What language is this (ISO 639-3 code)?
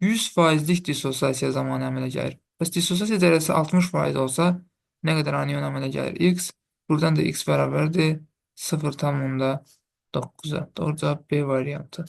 aze